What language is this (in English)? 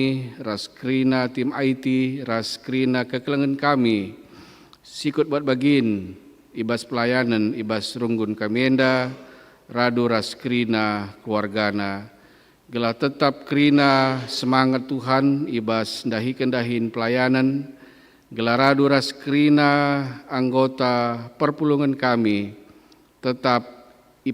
Batak Karo